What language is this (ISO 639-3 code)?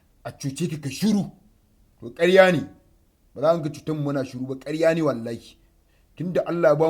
hau